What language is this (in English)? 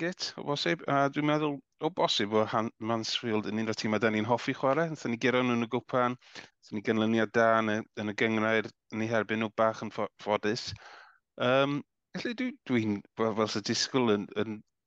Welsh